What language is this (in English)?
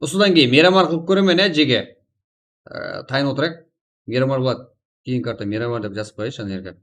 Kara-Kalpak